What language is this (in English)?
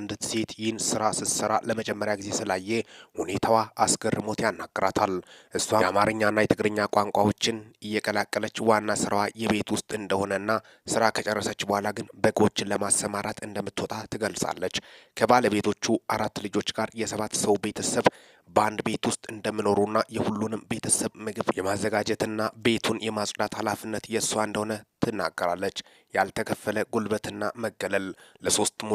Amharic